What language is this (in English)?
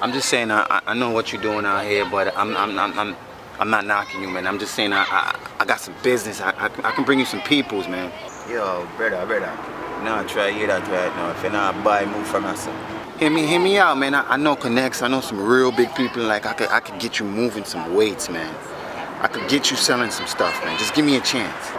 Jamaican Creole English